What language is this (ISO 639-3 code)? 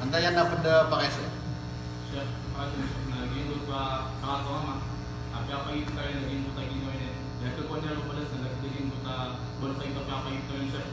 mrw